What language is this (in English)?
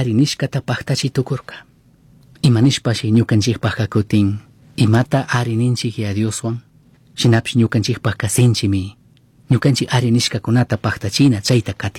Chimborazo Highland Quichua